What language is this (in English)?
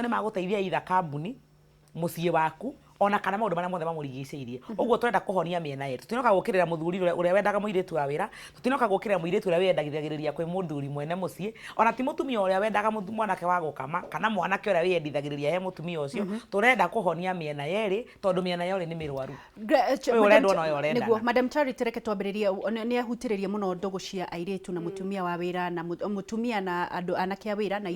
Kikuyu